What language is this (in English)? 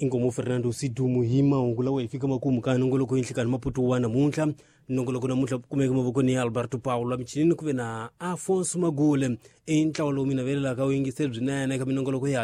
Tsonga